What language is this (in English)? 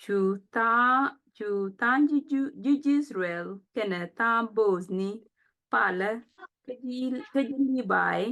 Nuer